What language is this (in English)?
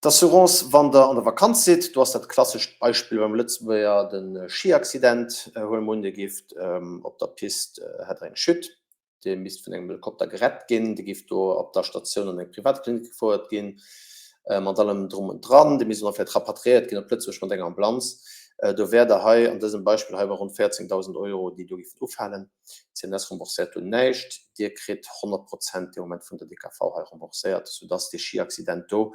Luxembourgish